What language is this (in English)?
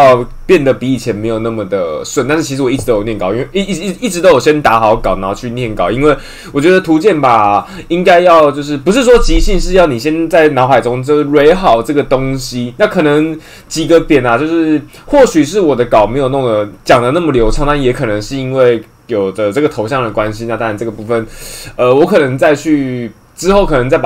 Chinese